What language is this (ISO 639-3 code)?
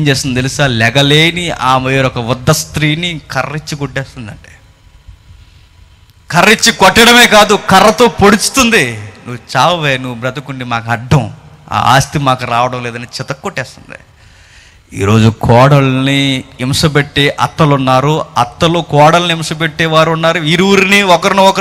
tel